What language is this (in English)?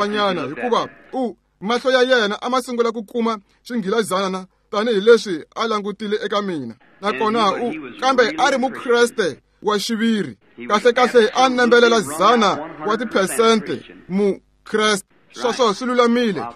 Tsonga